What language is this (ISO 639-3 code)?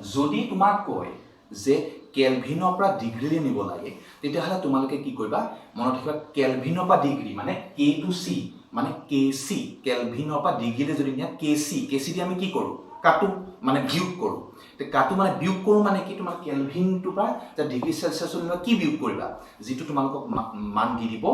asm